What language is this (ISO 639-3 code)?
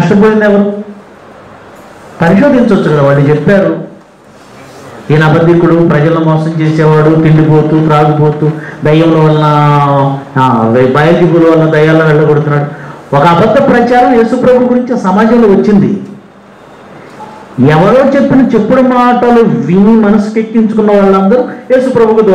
tel